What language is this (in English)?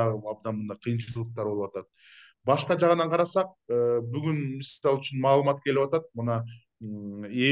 Kyrgyz